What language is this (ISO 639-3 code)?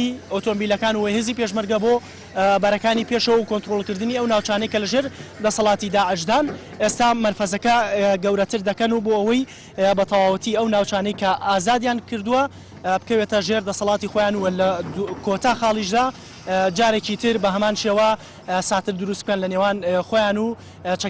ckb